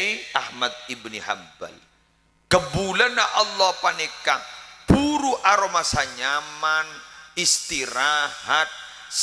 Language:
Madurese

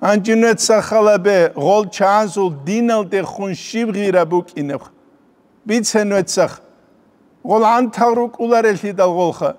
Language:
Avaric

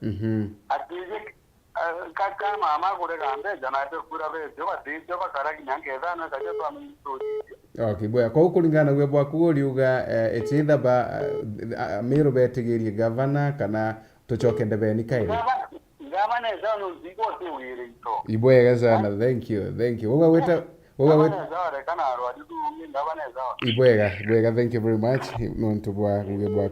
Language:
Meru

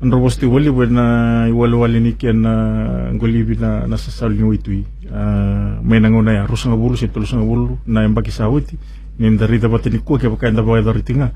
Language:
Fijian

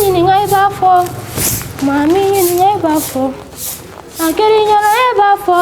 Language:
Bambara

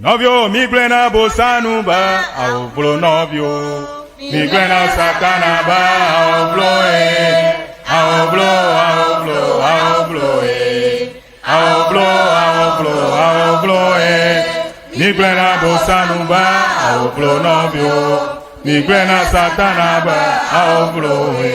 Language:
Ewe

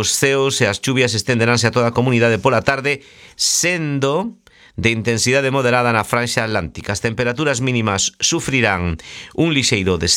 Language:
Galician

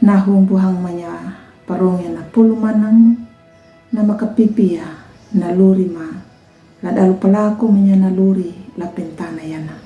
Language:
Anakalangu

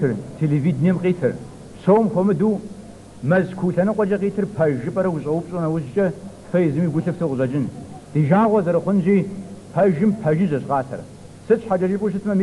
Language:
Kabardian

